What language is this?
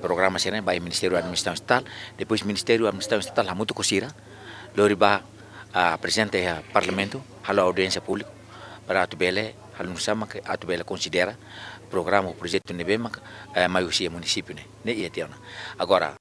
Tetum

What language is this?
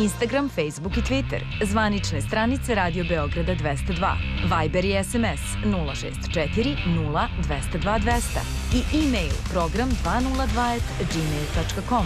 Serbian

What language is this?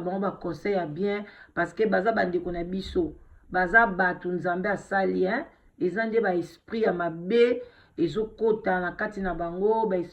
Lingala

